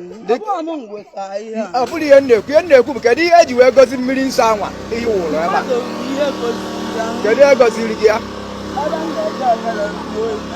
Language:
Igbo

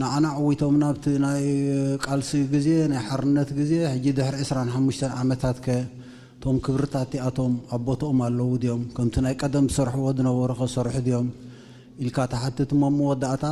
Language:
Tigrinya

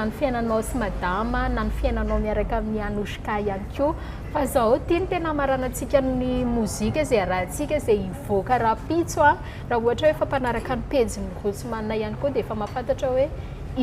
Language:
Malagasy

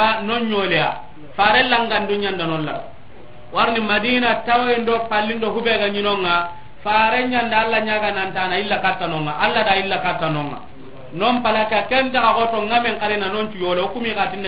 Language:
Soninke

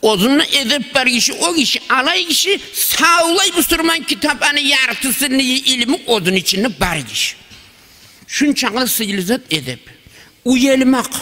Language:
Kumyk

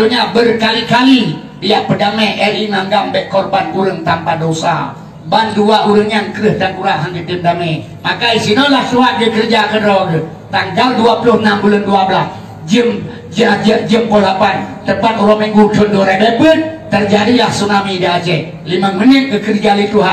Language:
Achinese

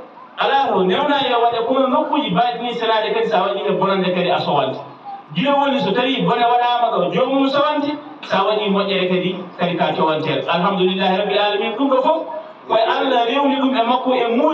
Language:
Fula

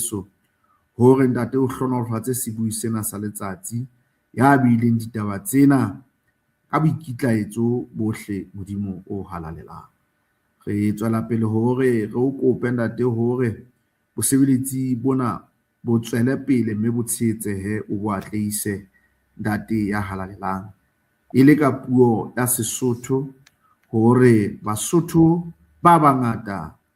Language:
Southern Sotho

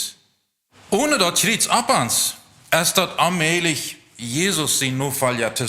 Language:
Plautdietsch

